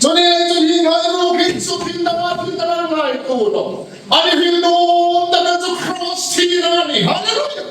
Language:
Hmar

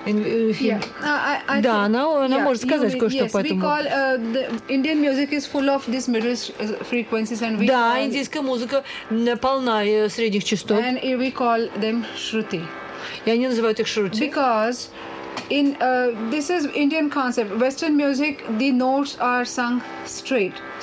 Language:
Russian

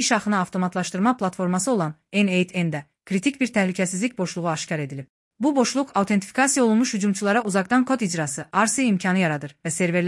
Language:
Azerbaijani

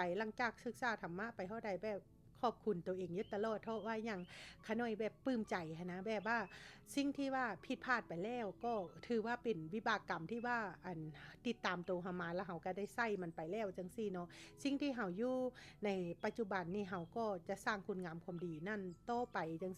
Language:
Lao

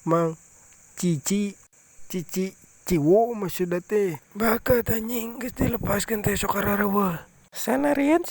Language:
Sundanese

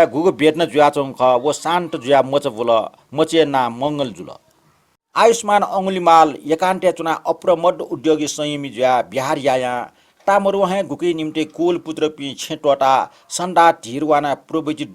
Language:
Newari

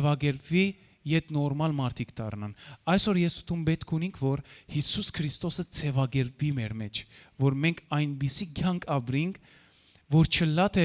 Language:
Western Armenian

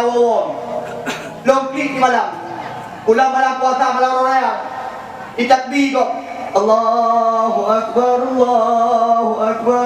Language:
Achinese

